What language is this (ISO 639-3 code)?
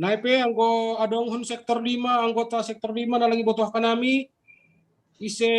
bts